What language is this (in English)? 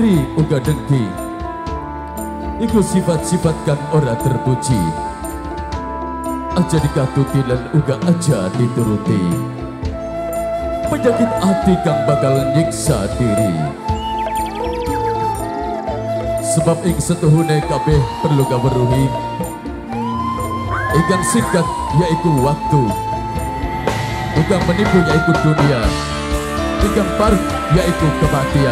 Javanese